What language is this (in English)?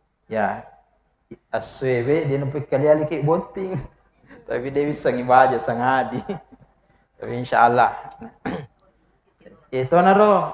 Buginese